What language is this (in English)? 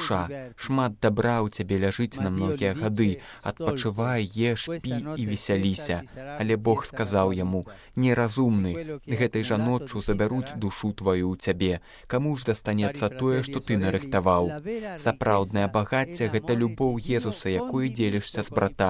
Belarusian